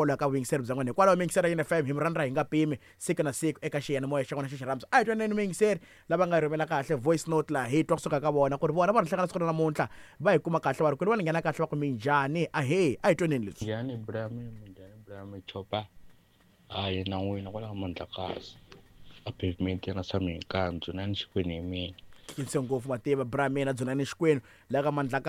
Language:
Tsonga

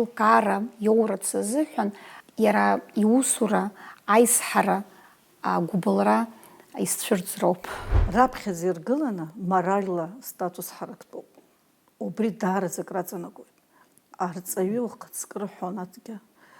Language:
Abkhazian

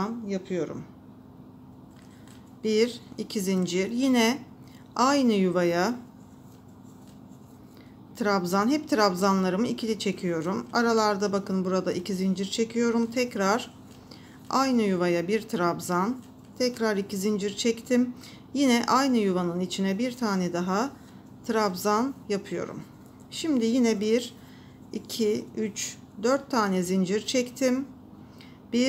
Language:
Turkish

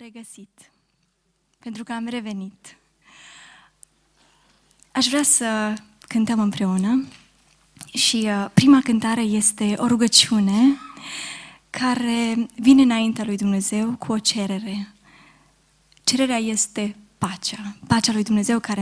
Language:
Romanian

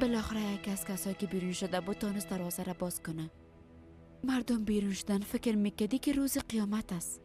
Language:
Persian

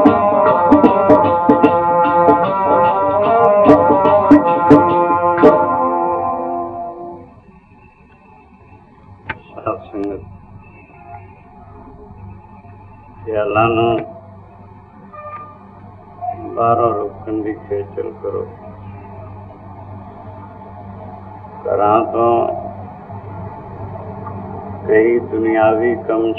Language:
Punjabi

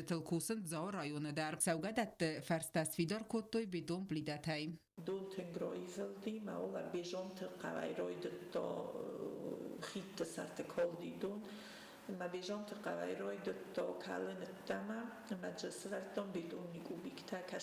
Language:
Ossetic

